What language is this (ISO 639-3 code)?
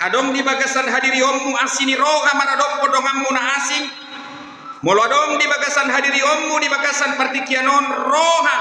bbc